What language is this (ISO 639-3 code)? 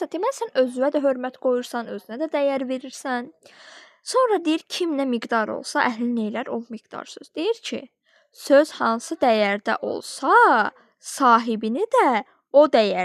aze